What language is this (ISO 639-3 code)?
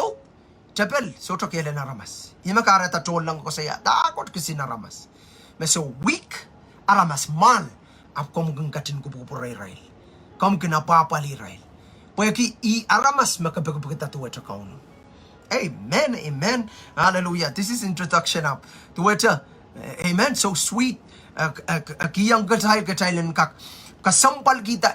pon